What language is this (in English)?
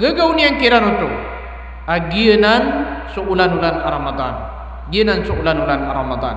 Maranao